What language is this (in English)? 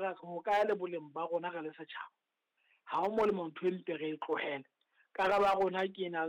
Southern Sotho